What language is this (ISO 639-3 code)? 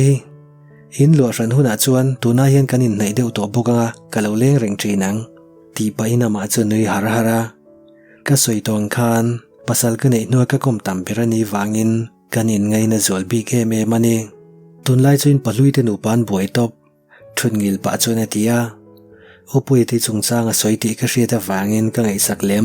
lus